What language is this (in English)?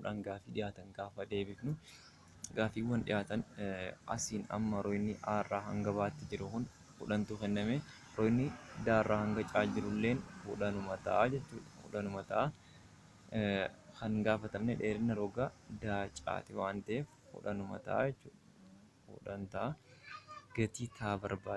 Oromo